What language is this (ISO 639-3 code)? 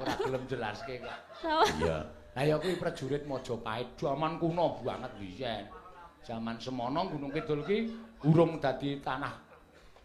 jav